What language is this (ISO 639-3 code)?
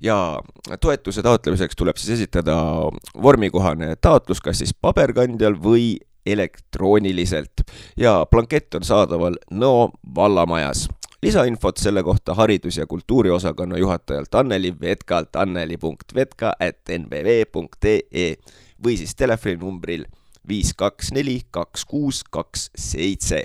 est